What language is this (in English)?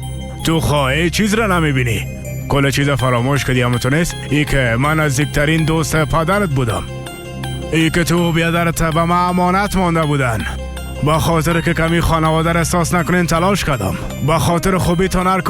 Persian